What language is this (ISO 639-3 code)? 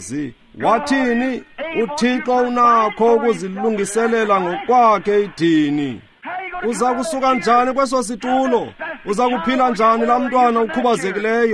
xho